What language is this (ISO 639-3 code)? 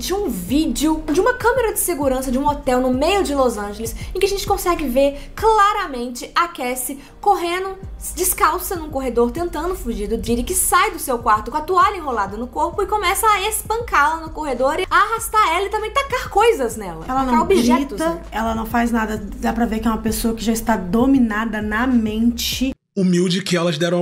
por